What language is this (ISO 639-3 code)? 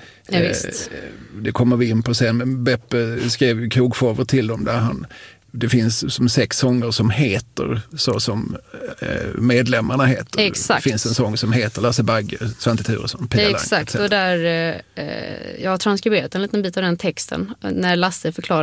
swe